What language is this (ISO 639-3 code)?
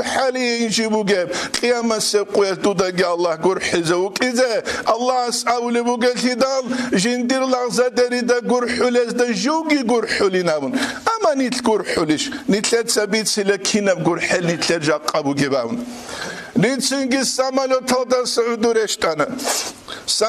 ava